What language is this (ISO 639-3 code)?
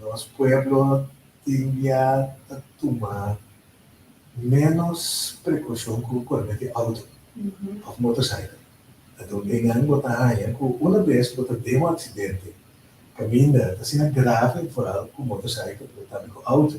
pap